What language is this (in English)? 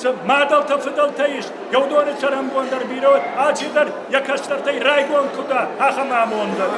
Ossetic